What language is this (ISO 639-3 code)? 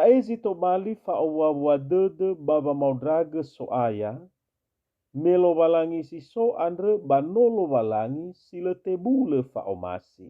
nia